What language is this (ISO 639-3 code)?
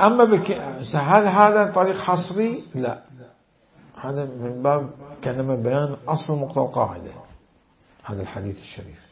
acm